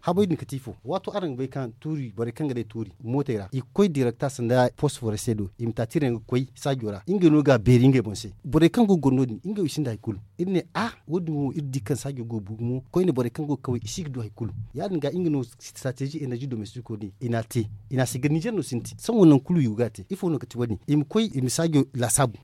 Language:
Zarma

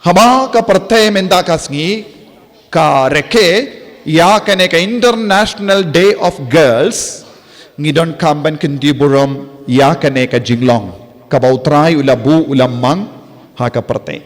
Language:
Khasi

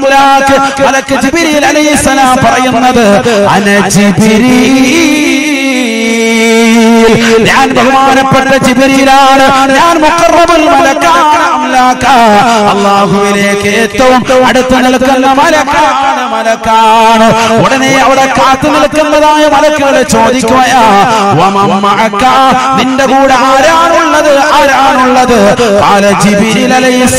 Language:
Malayalam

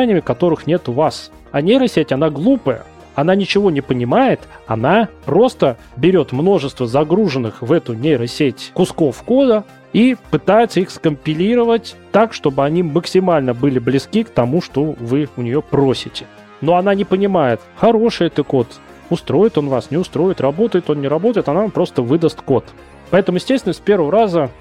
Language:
Russian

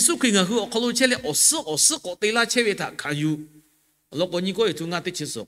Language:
Lahu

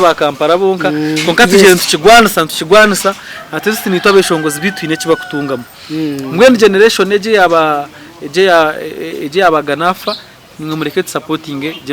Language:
Nyankole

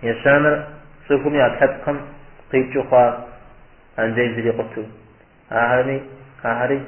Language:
Kabardian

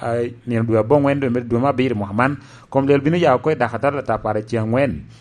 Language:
Lango (Uganda)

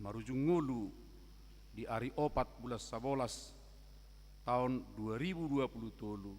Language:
Batak Toba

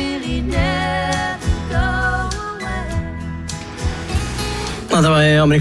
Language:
Norwegian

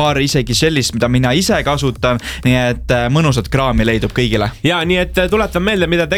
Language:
Estonian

